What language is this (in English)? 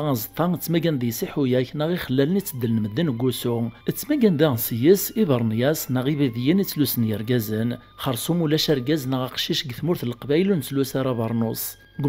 Kabyle